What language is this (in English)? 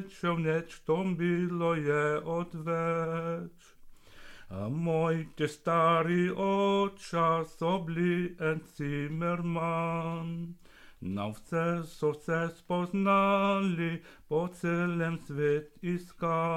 Slovenian